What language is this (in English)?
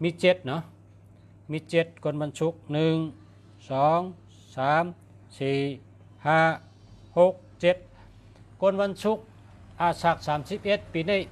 Shan